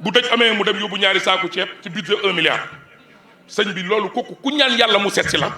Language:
Wolof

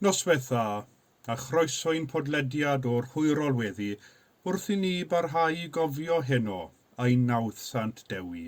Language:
Welsh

